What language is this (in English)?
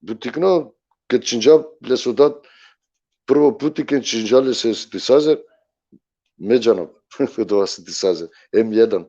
Balkan Romani